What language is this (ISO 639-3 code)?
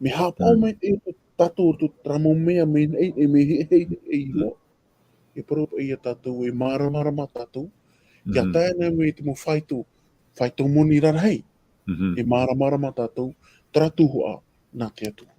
tah